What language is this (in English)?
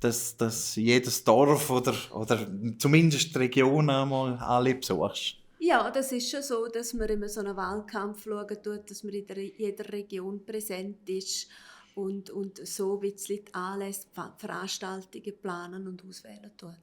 Swiss German